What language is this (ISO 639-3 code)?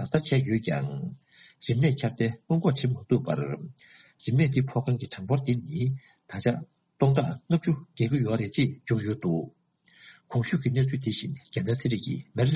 bod